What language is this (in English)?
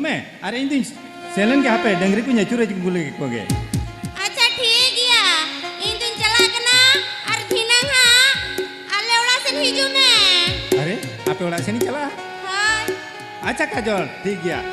Santali